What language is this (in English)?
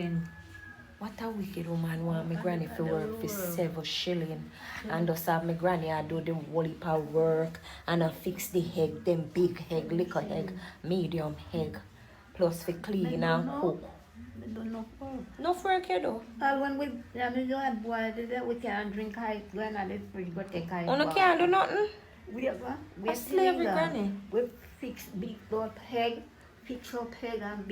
Jamaican Creole English